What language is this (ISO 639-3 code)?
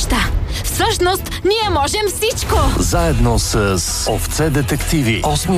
bul